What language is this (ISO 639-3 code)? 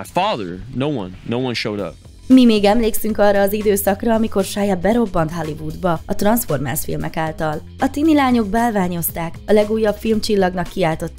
hun